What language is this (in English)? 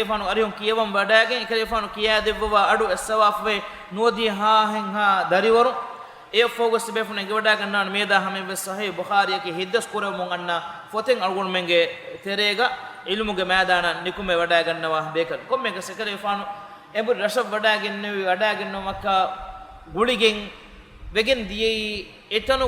Divehi